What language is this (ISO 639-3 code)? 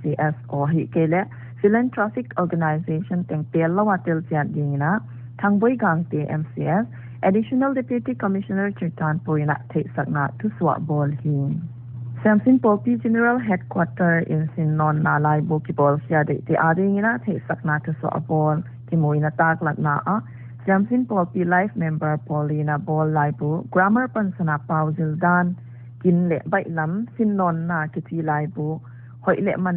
pck